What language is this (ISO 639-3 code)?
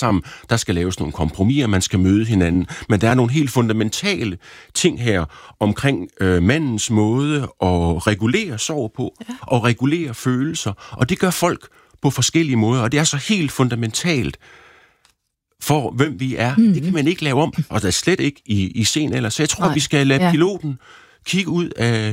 dan